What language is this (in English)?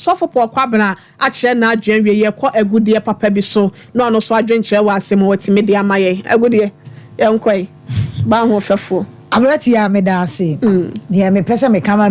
Akan